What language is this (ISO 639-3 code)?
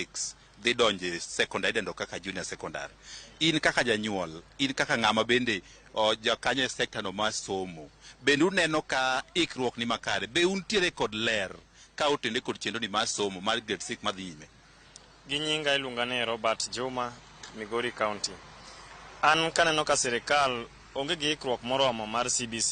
luo